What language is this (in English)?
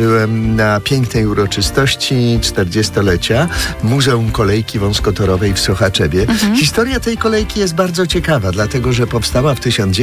Polish